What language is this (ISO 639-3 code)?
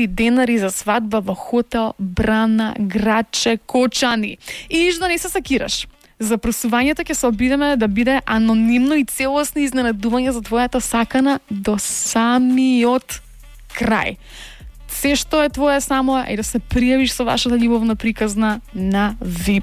mkd